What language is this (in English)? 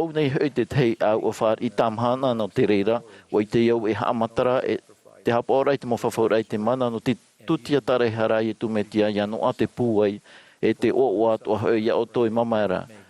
Tahitian